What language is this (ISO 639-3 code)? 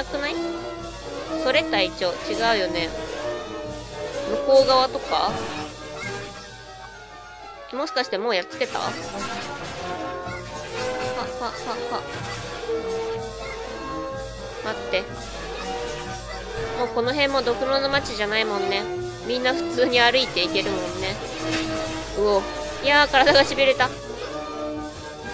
jpn